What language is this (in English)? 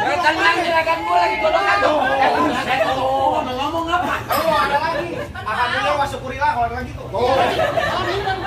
Betawi